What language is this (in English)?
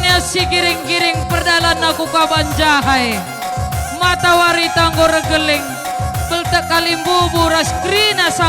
Batak Karo